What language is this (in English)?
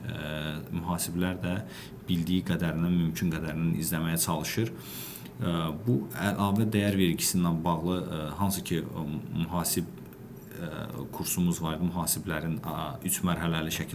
Azerbaijani